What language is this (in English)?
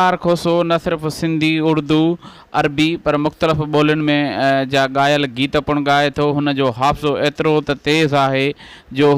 Sindhi